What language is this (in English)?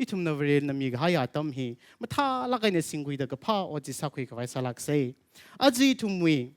Tangkhul Naga (India)